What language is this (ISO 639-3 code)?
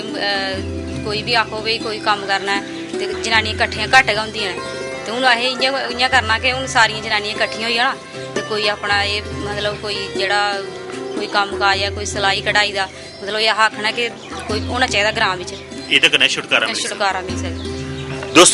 doi